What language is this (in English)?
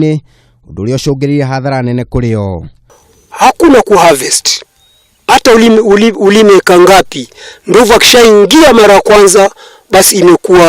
Kikuyu